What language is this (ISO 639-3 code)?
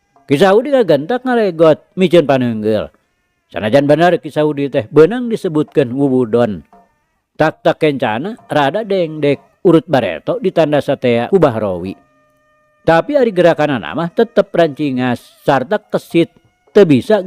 sun